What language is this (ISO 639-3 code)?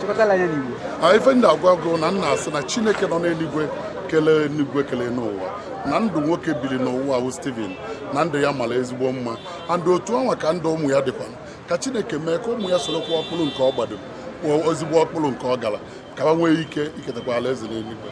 ibo